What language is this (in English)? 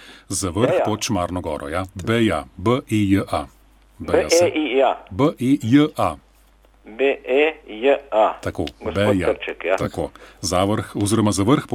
Slovenian